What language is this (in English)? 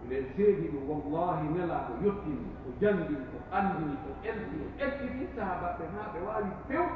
Pular